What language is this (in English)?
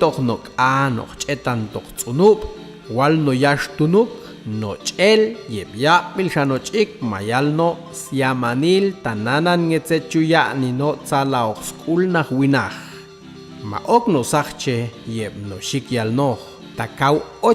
Popti'